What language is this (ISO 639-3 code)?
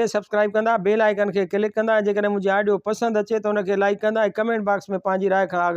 snd